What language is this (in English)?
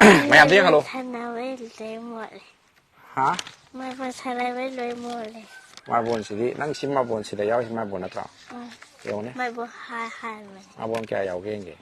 Manipuri